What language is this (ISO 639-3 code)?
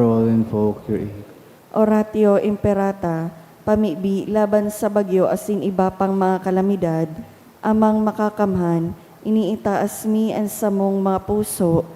bik